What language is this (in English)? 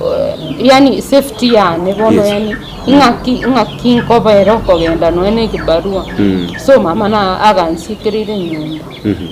Gusii